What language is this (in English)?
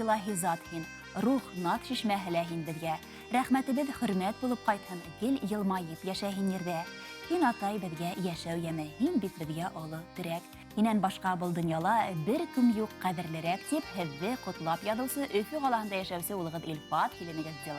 Bashkir